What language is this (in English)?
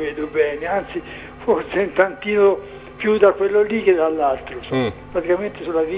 Italian